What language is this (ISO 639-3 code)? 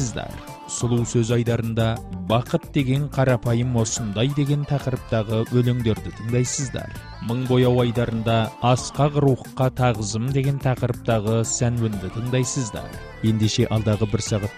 kaz